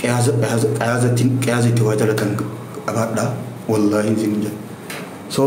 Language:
Oromo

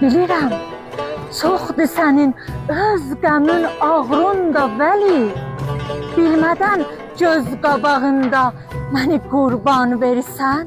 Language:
South Azerbaijani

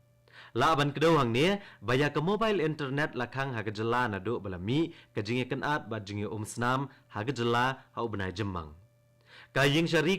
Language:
Khasi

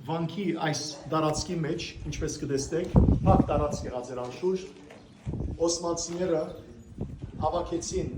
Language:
Western Armenian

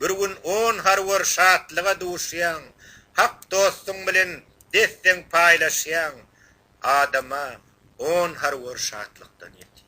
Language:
Turkmen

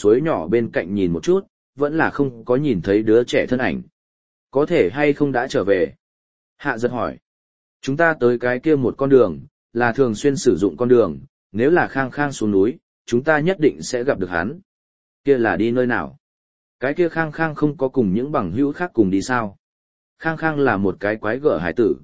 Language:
Vietnamese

